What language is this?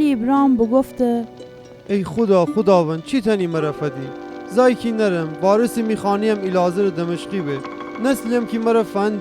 Gilaki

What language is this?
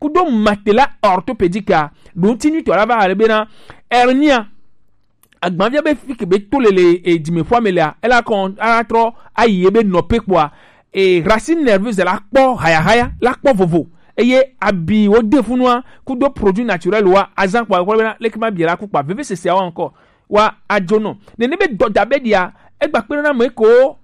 Gen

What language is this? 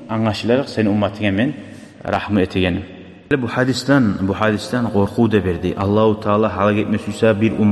Kumyk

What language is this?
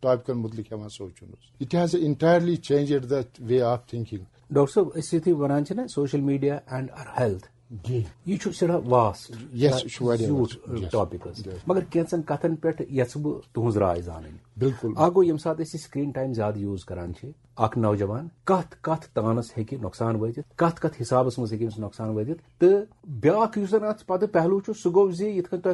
Kashmiri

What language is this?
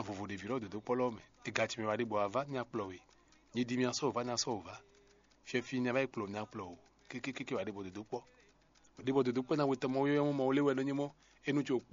Fon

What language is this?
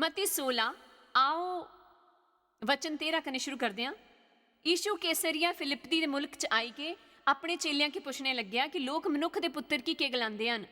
Dogri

